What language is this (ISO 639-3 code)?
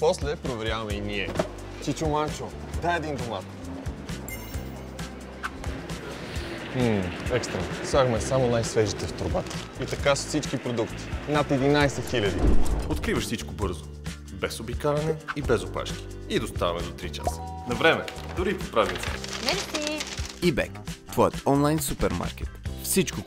bul